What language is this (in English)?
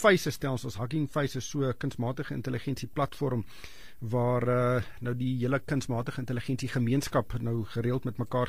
Afrikaans